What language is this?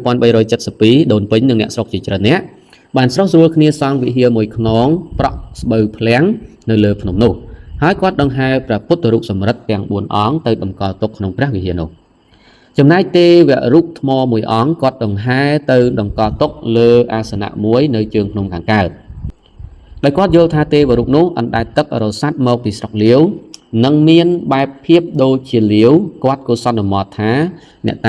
Khmer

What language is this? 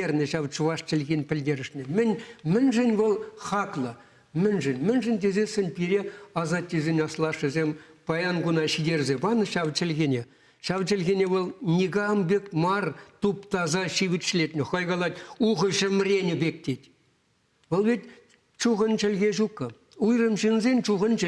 Chuvash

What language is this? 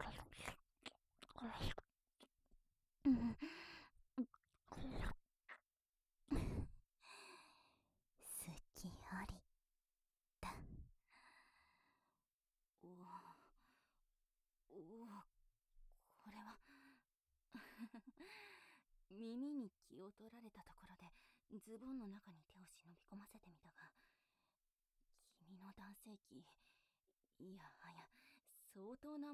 Japanese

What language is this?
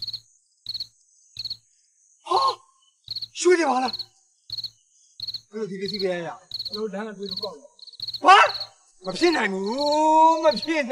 Burmese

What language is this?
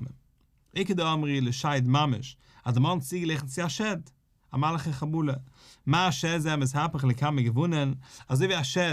Yiddish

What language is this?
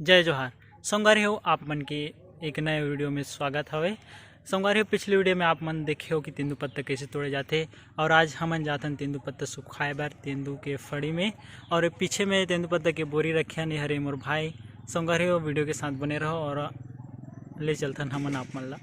Chhattisgarhi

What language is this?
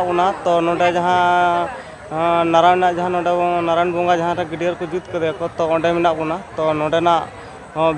Santali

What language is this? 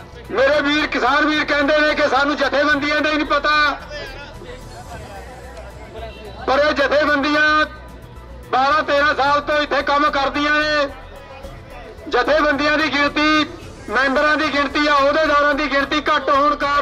Punjabi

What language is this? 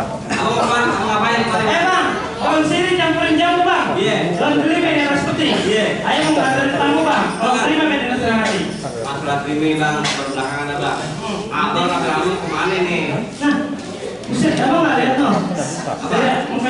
Betawi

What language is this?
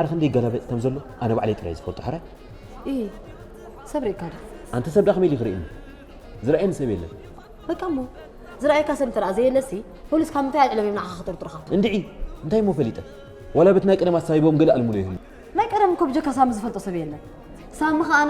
Tigrinya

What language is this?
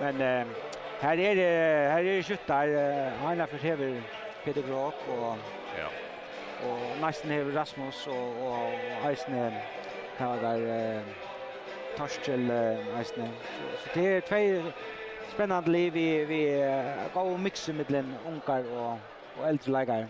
Faroese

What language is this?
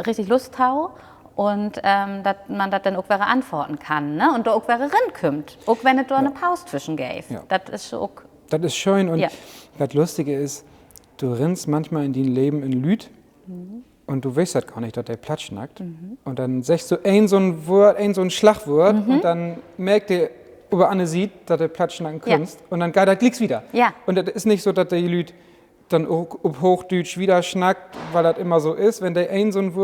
Low German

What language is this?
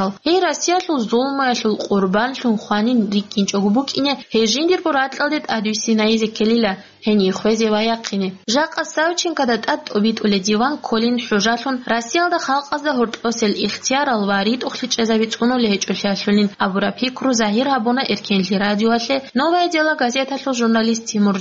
Avaric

